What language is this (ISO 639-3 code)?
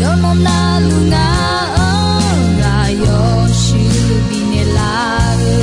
ahk